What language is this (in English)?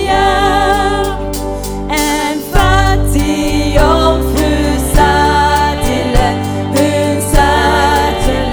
Norwegian